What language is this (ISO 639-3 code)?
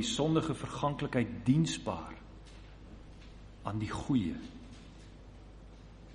afr